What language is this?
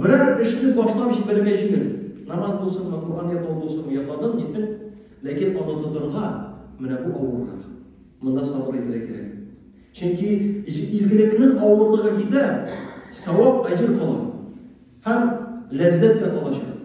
Tatar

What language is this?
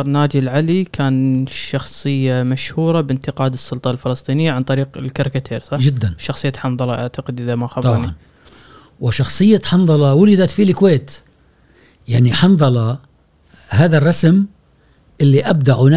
Gulf Arabic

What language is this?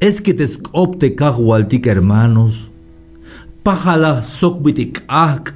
Tzeltal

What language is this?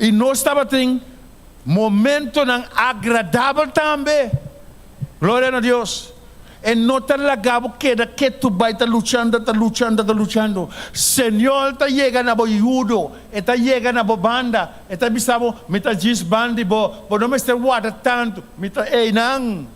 Papiamento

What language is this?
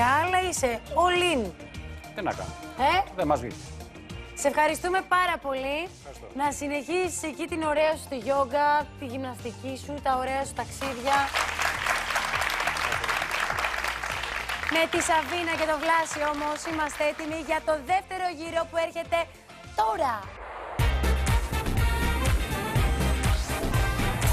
Greek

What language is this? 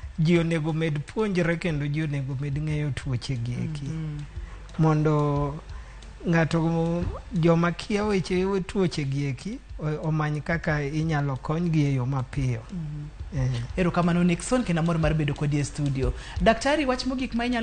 Luo (Kenya and Tanzania)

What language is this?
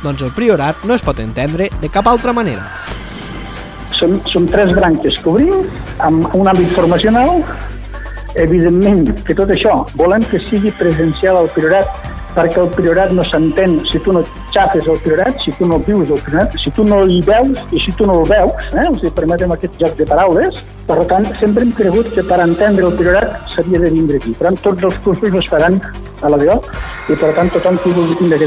Catalan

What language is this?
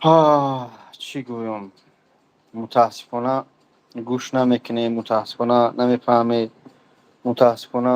Tajik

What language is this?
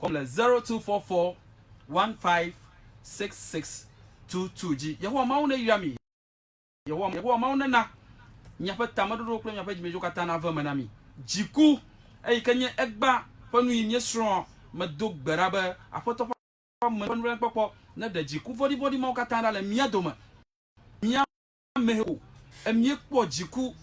Ewe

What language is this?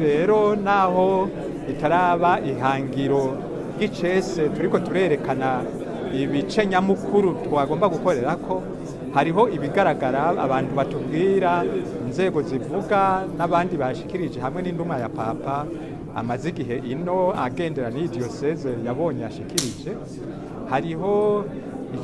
Rundi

